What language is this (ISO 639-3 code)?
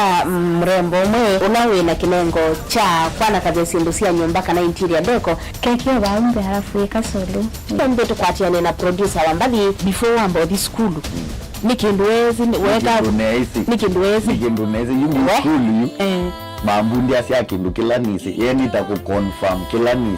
kam